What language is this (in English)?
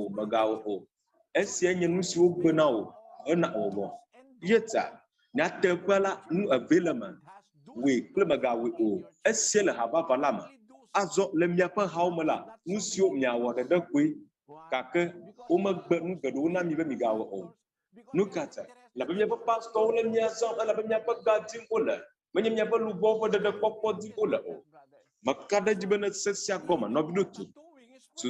Ewe